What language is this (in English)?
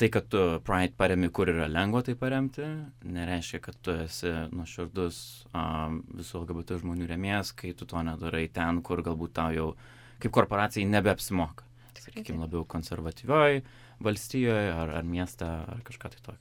Lithuanian